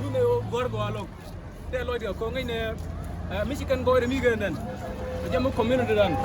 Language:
Nuer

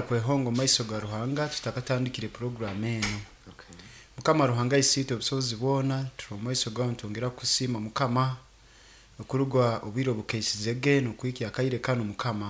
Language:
Nyoro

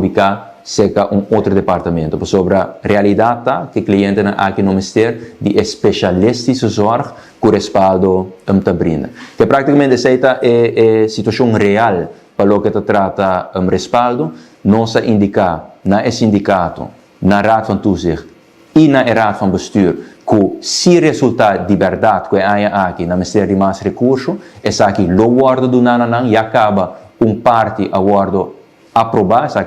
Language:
Papiamento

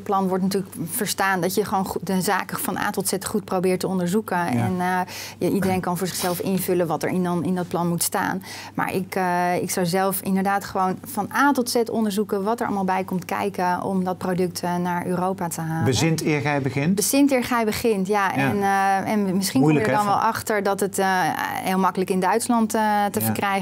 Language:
Dutch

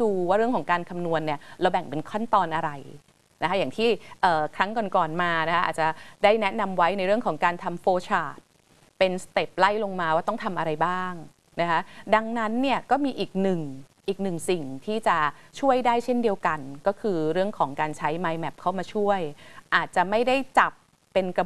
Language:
Thai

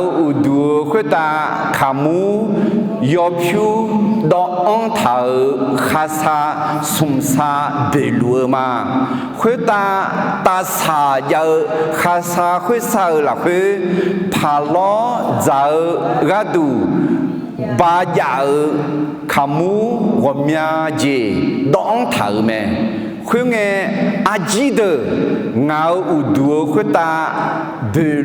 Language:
Akha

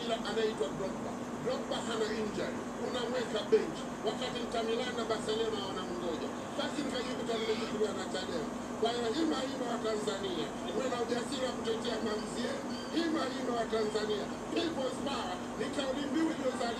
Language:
Swahili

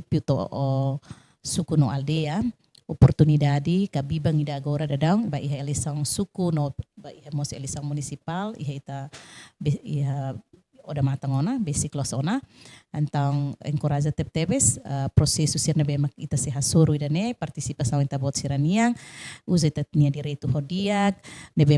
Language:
Tetum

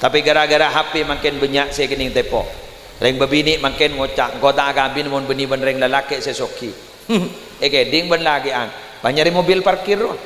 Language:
Madurese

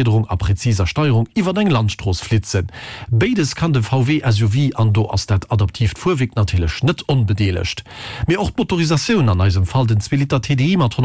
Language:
Luxembourgish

